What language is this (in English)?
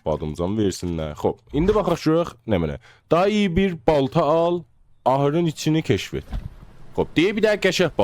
South Azerbaijani